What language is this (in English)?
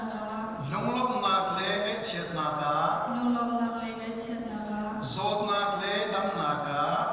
Falam Chin